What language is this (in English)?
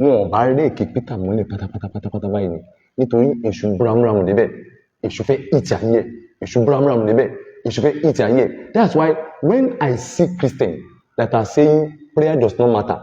Yoruba